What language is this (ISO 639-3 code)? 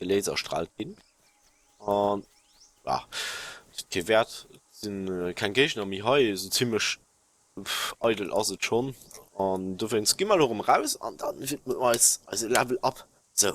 ltz